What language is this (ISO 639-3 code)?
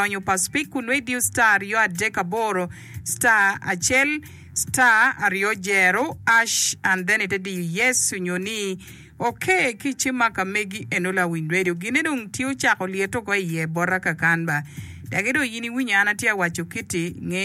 ach